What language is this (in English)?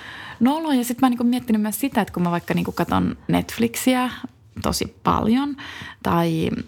Finnish